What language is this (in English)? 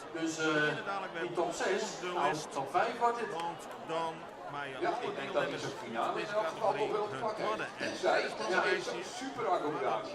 Western Frisian